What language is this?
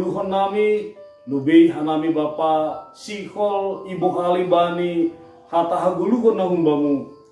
Batak Simalungun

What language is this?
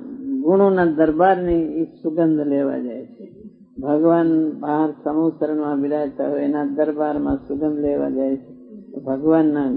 Gujarati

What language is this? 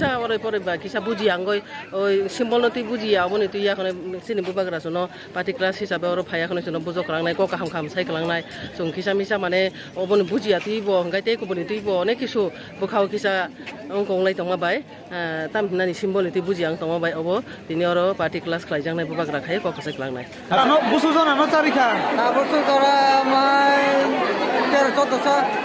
Kok Borok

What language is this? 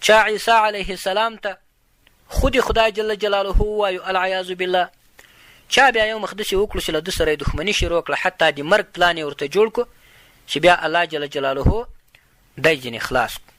Pashto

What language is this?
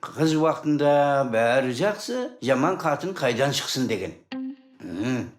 Kara-Kalpak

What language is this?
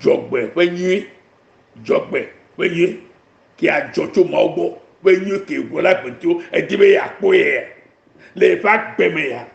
Ewe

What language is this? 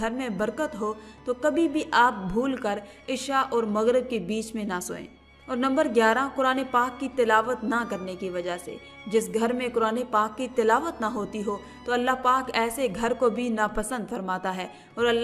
Urdu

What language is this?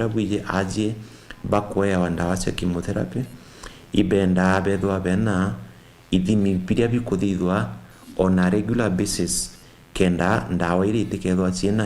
Meru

